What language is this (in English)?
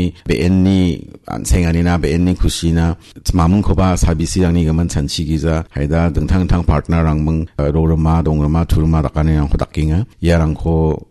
Garo